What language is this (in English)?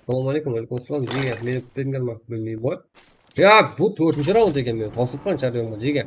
Kara-Kalpak